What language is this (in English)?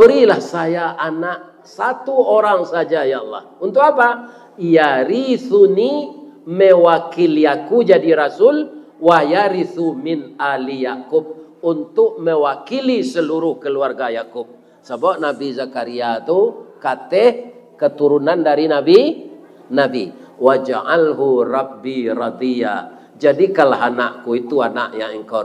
Minangkabau